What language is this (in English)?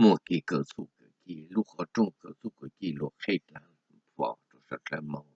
Hmong